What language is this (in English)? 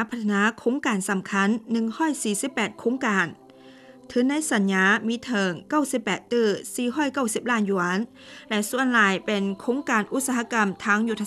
Lao